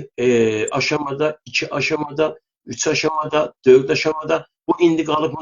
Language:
South Azerbaijani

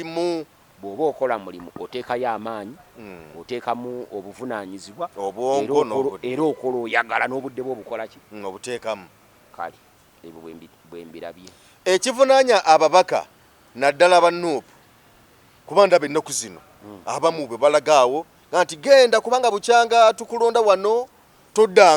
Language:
Ganda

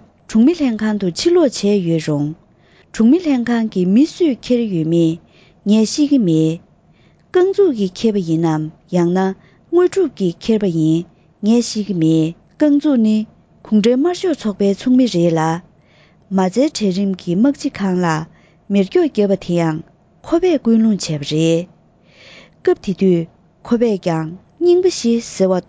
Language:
Tibetan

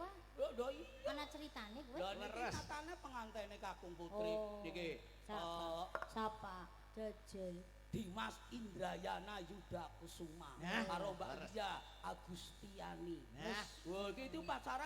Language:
Javanese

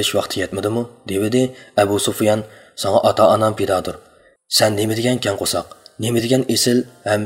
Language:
Uyghur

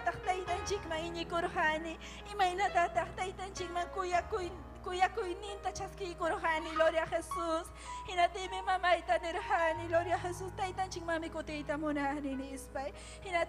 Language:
Ayacucho Quechua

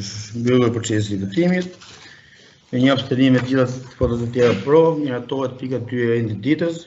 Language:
Albanian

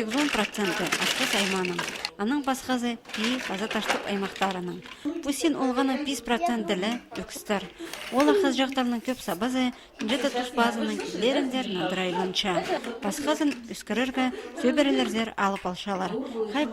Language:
Khakas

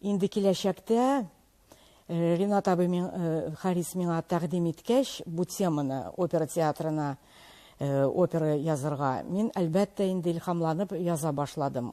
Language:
Tatar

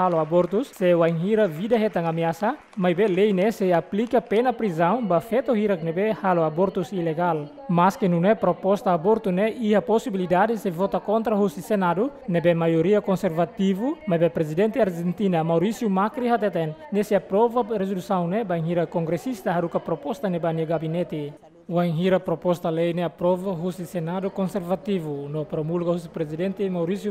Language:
Tetum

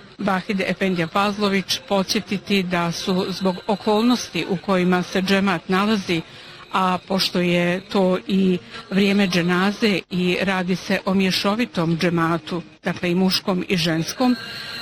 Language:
Bosnian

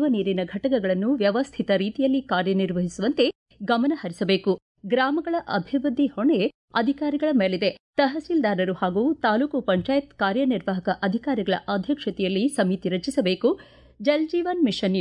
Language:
Kannada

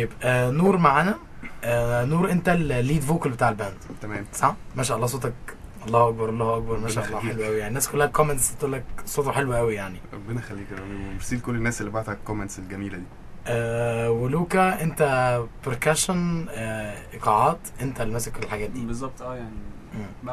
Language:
Egyptian Arabic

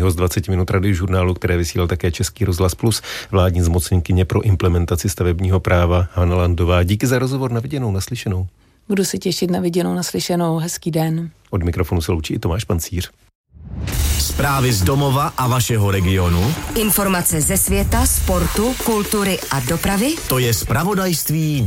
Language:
Czech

